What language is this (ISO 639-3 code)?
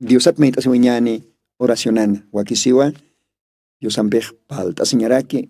aym